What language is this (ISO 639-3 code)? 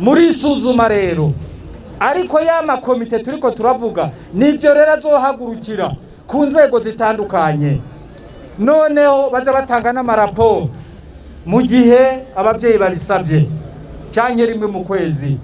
run